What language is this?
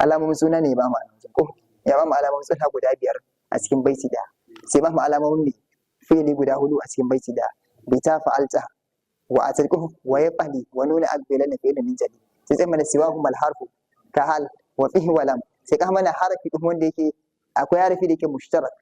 Hausa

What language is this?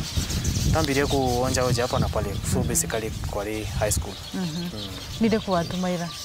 Meru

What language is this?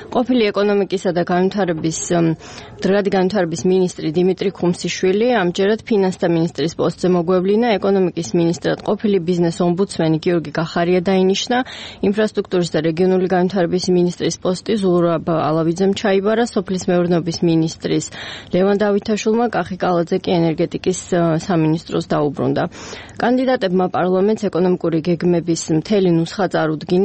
Georgian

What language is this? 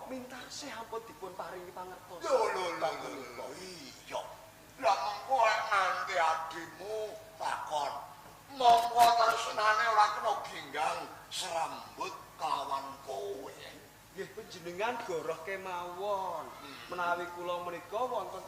Javanese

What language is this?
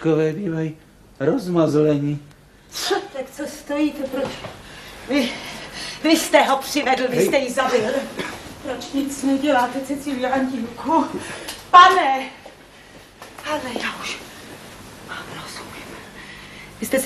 Czech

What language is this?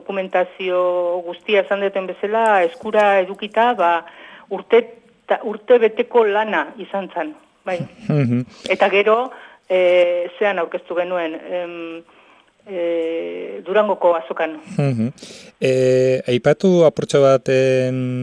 Basque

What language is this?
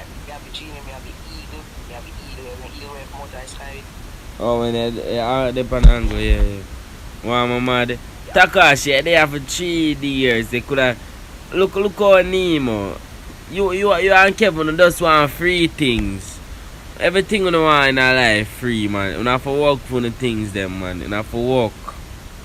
Jamaican Creole English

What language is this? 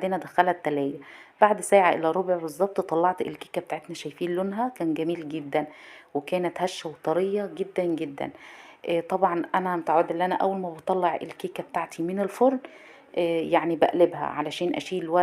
Egyptian Arabic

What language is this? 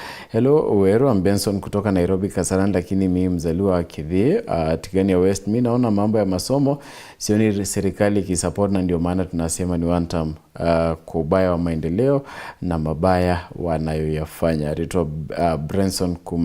Meru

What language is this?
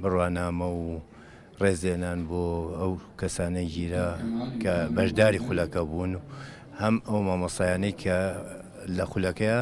Central Kurdish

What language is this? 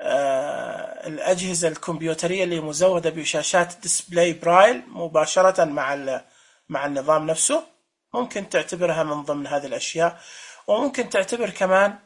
Najdi Arabic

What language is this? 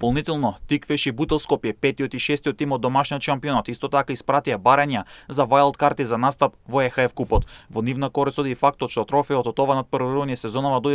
Macedonian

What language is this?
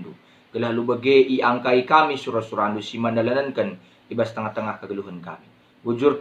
Batak Karo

